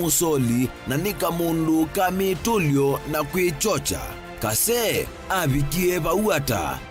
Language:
Kamba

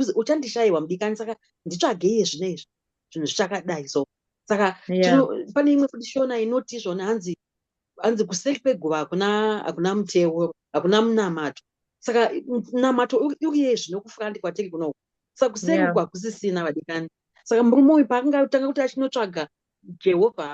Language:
Shona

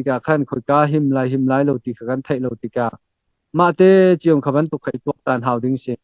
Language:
Hakha Chin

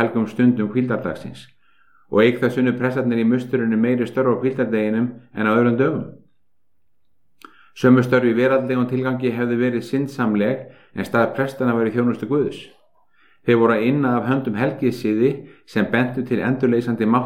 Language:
Icelandic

